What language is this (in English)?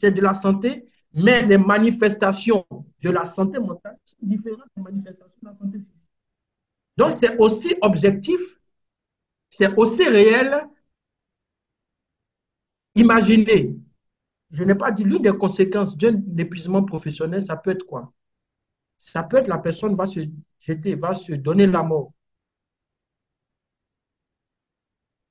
French